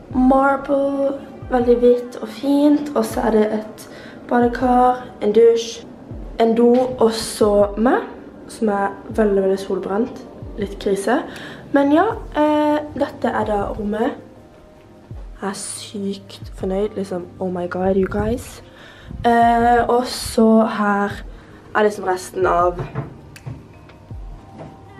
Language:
Norwegian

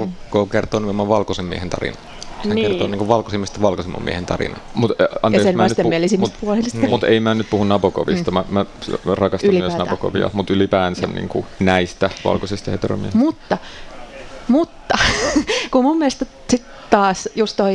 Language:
Finnish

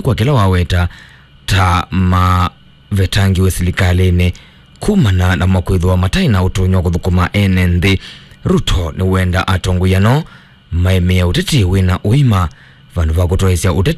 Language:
Kamba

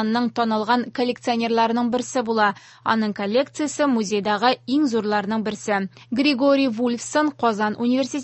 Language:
Tatar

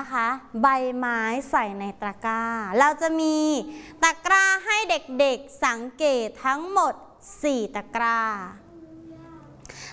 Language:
Thai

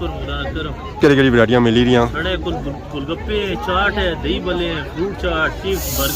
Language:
Pahari-Potwari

